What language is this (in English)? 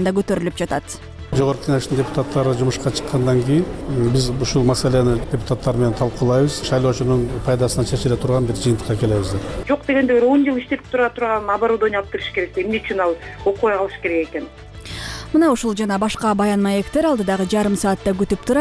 Kyrgyz